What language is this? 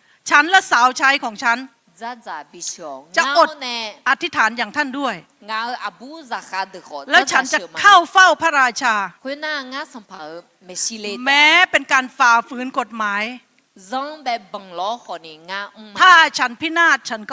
Akha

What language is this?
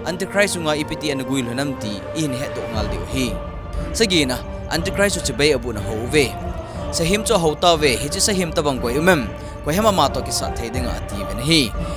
Thado Chin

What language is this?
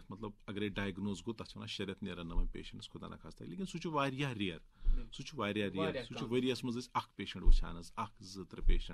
Kashmiri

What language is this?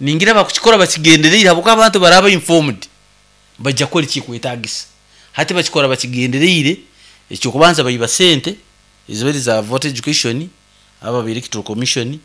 Nyankole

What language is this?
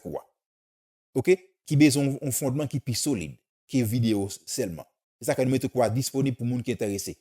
Haitian Creole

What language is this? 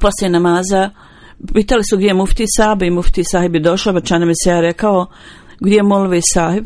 Bosnian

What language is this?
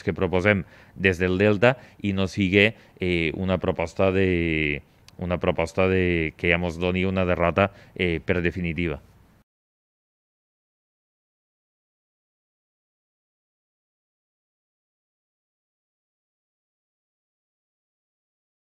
Catalan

